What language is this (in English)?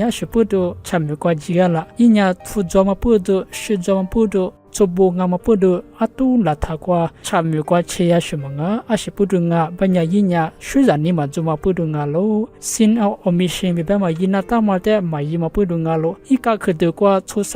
Lisu